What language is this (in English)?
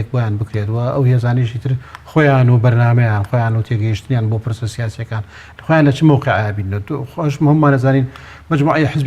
Central Kurdish